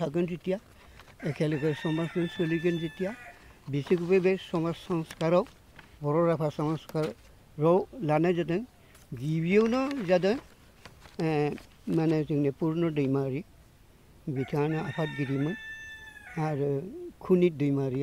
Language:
Bodo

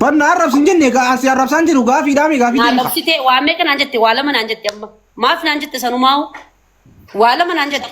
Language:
Oromo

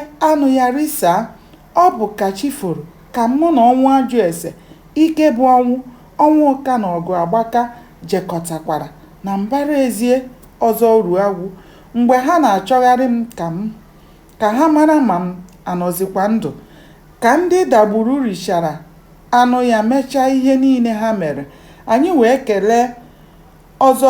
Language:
Igbo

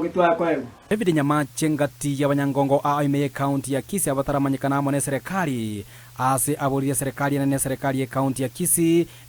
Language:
Gusii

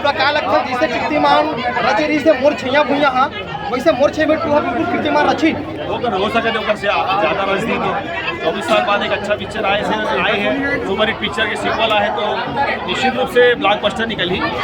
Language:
Chhattisgarhi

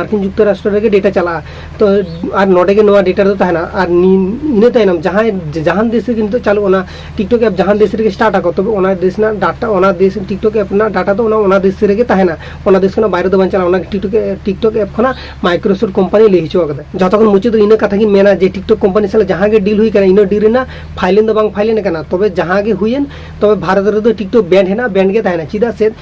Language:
Santali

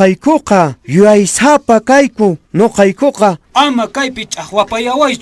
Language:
Quechua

